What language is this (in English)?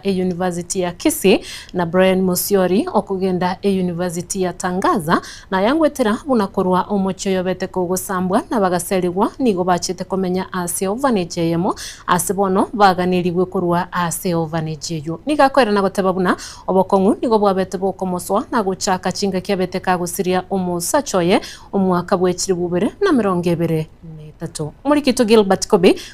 Gusii